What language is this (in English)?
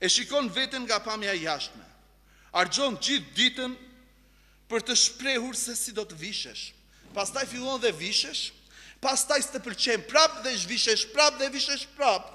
Albanian